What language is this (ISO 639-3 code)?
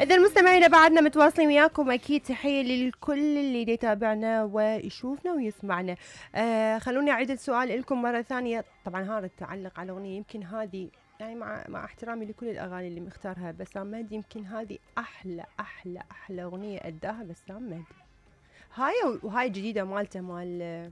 acm